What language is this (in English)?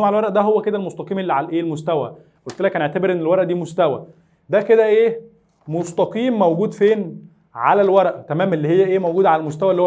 Egyptian Arabic